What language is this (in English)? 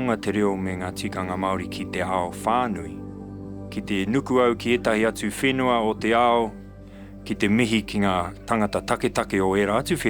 Māori